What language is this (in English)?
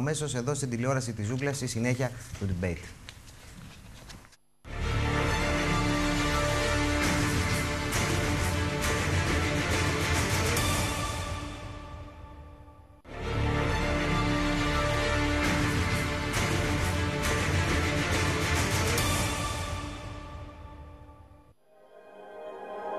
Greek